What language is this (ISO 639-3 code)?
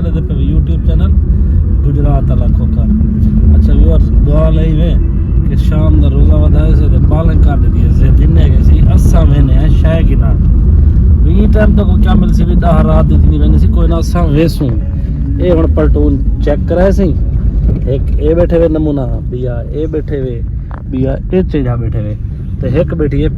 skr